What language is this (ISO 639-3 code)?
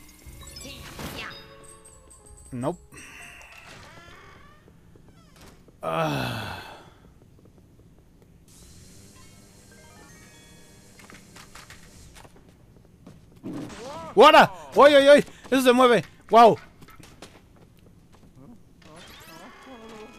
spa